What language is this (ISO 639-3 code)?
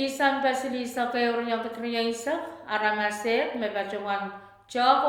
pon